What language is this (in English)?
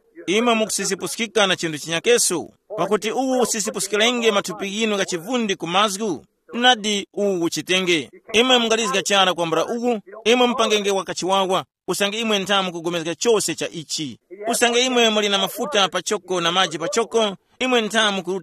Tumbuka